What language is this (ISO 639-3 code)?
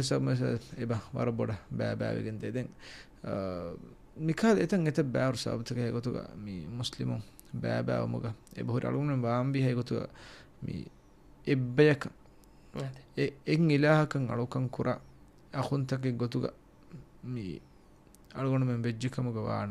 div